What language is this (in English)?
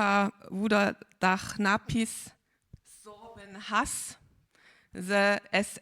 Upper Sorbian